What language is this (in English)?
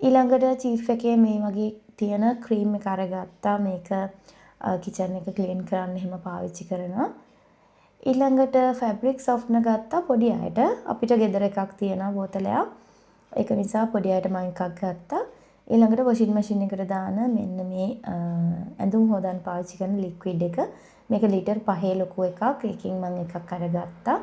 Sinhala